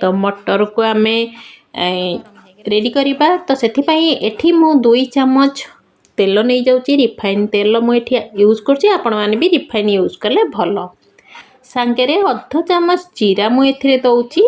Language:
Odia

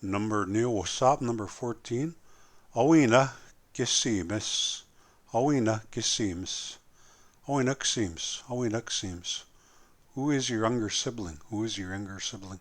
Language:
Plains Cree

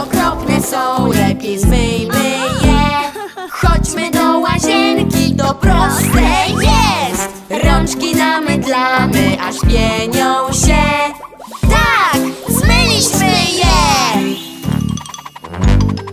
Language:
Polish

